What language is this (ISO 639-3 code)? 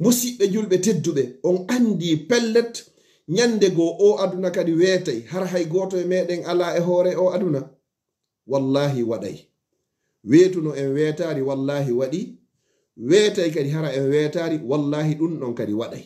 ful